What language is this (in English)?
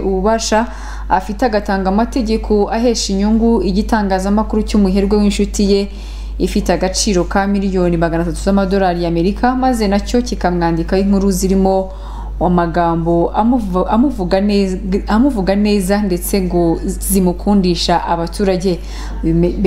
Kinyarwanda